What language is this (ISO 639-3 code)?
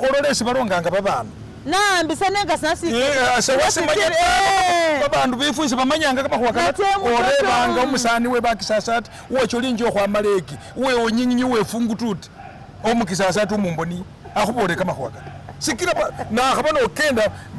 myx